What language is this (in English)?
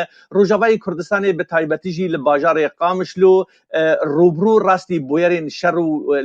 Kurdish